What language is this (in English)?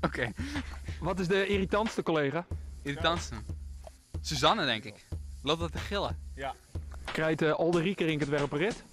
Western Frisian